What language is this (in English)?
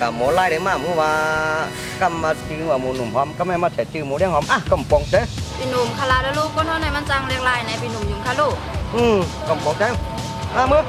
Shan